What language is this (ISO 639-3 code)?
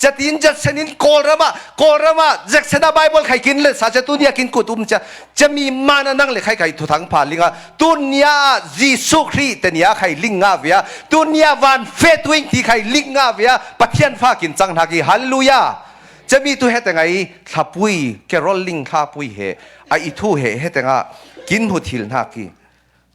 cfm